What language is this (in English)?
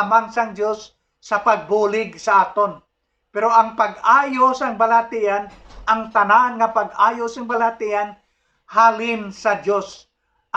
Hiligaynon